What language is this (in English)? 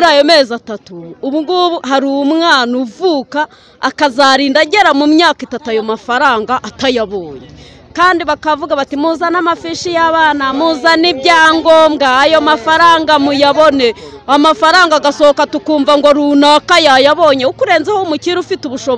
Kinyarwanda